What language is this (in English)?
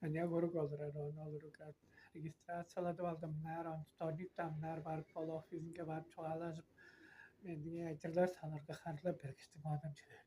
Tuvinian